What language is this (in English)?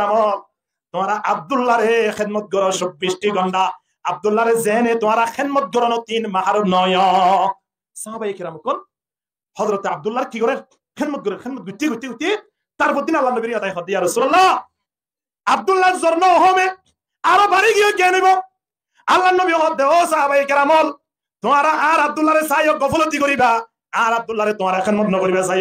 Rohingya